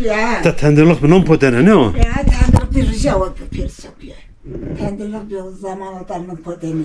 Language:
Zaza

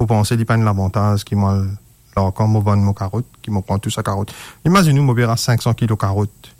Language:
Morisyen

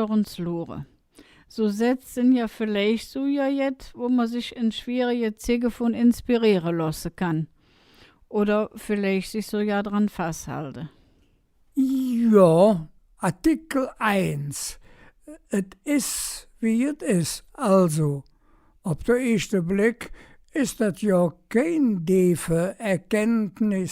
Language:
Colognian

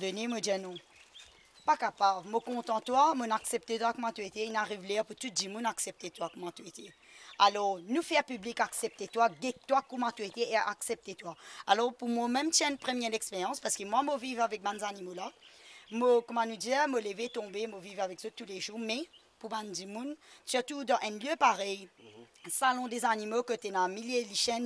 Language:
Morisyen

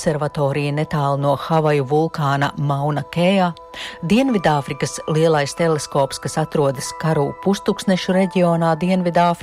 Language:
Latvian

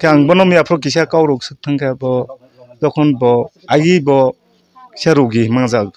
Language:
Kok Borok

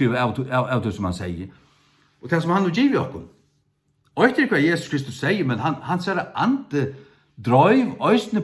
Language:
Faroese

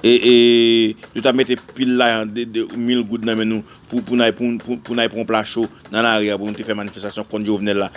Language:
Haitian Creole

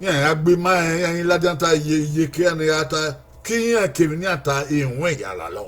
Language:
Bini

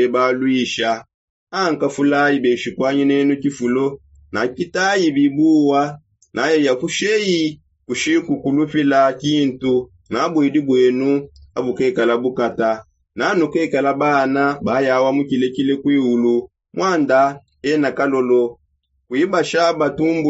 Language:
Songe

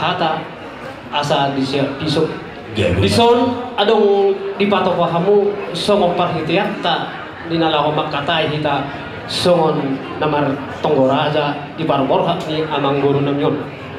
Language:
Batak Toba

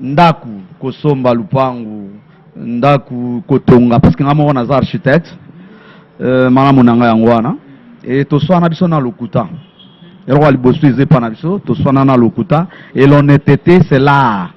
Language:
Lingala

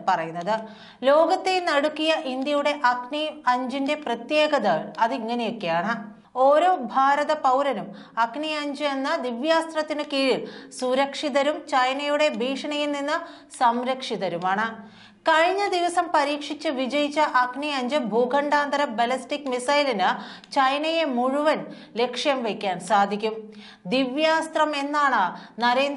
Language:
Malayalam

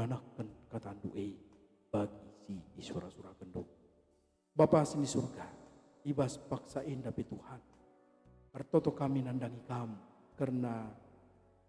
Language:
Batak Karo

